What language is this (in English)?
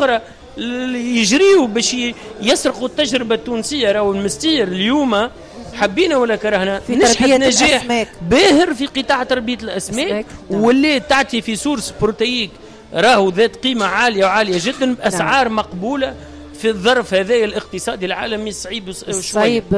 Tunisian Arabic